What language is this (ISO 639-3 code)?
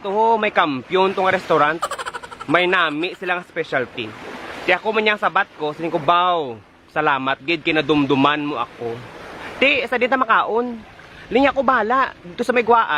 hil